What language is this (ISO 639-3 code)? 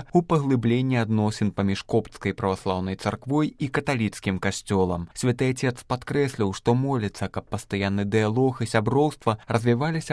bel